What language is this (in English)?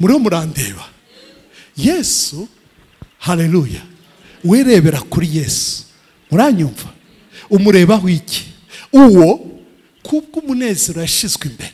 Kinyarwanda